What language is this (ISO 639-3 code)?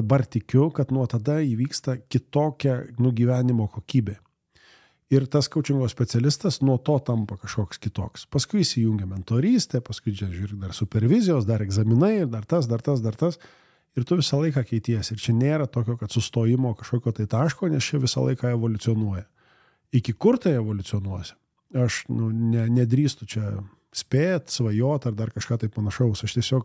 lit